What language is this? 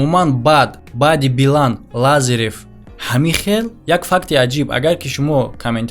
Tajik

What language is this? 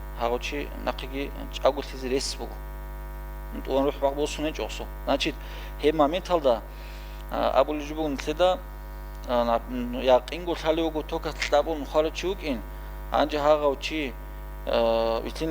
Avaric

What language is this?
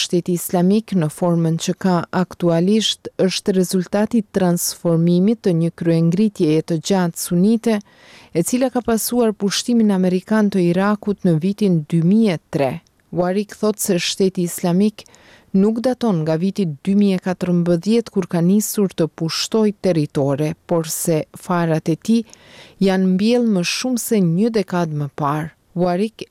Albanian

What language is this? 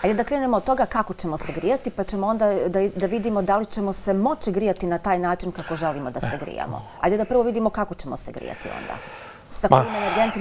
Bosnian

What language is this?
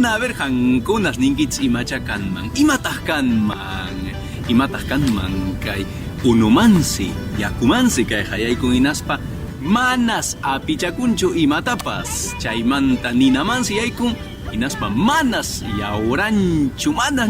Quechua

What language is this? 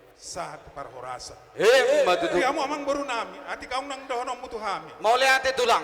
Batak Toba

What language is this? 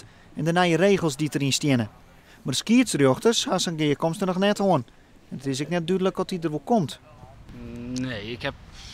Western Frisian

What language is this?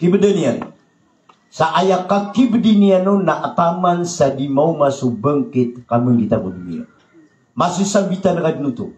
Maranao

